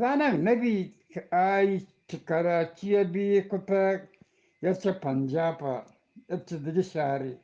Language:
Eastern Balochi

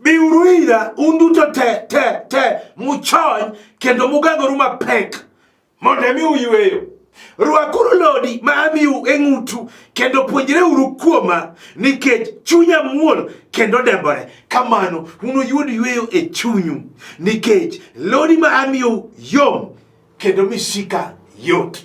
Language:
Luo (Kenya and Tanzania)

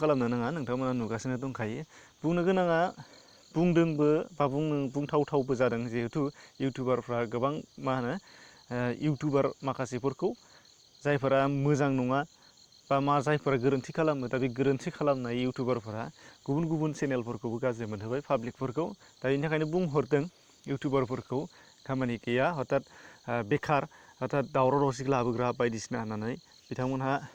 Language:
Bodo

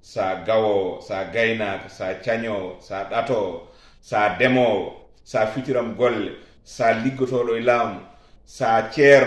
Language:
Fula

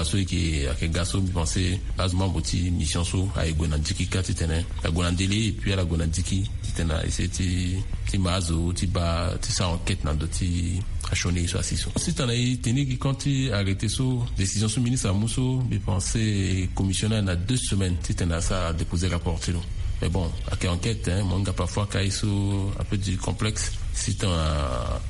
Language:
Sango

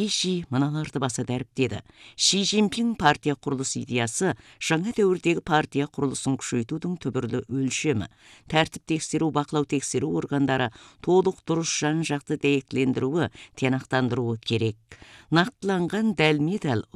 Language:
Kazakh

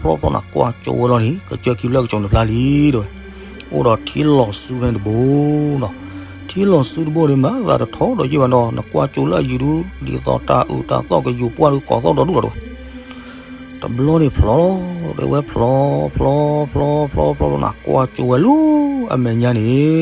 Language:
S'gaw Karen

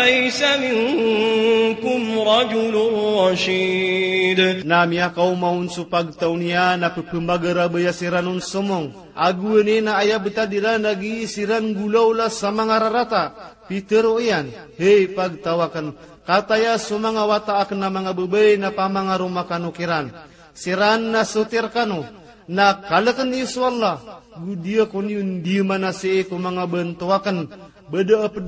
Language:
Maranao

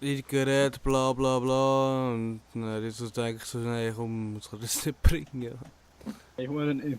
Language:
Swiss German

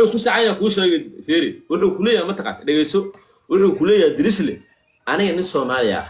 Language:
Somali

